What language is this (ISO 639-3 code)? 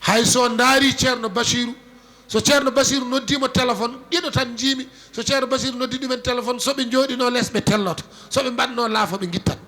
ful